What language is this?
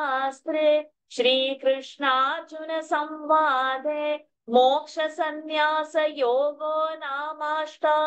Sanskrit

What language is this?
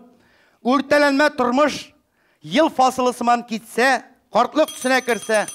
Tatar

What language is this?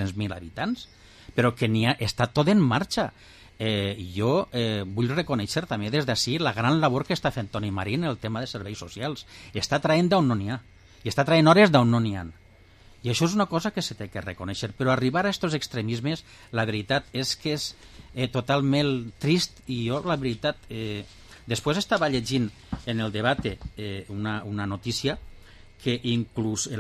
Catalan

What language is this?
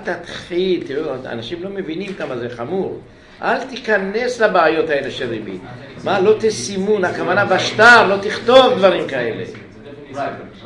Hebrew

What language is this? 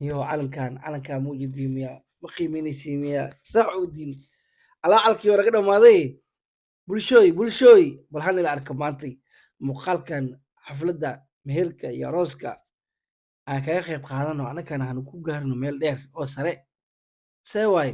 Somali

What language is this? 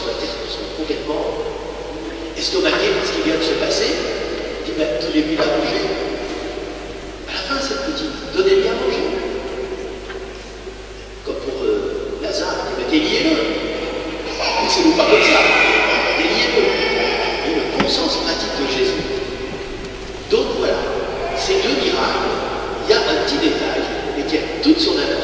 French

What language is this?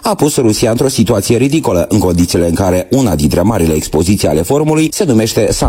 Romanian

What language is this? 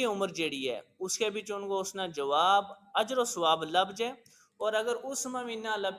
Gujari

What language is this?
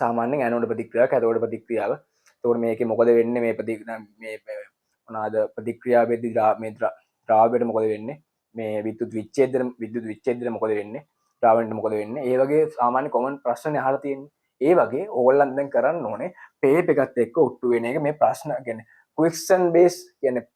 Sinhala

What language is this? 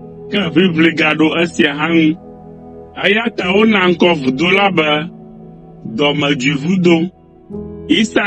Ewe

